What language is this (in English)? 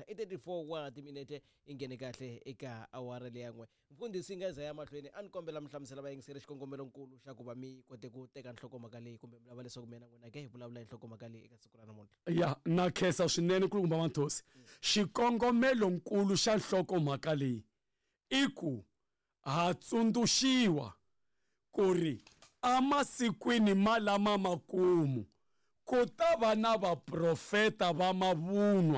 Tsonga